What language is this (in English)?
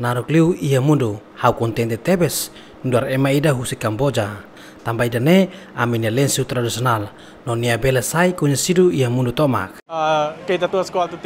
Tetum